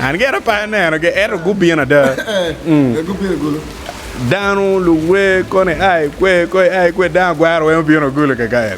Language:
Acoli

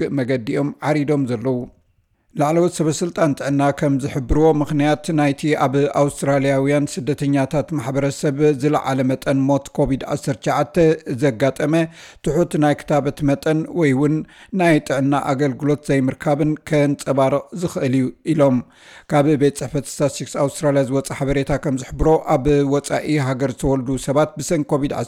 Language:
Tigrinya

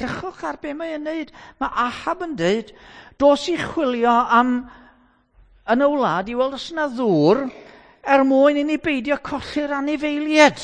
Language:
Welsh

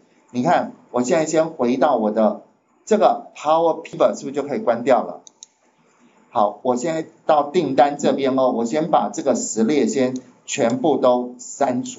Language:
Chinese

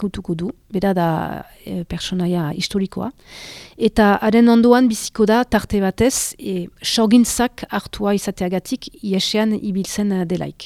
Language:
Basque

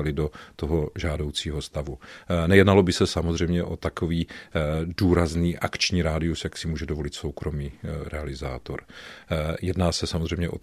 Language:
Czech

